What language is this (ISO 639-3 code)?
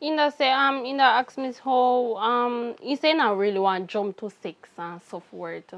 jam